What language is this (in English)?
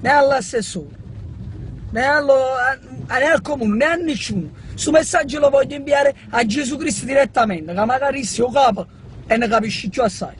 Neapolitan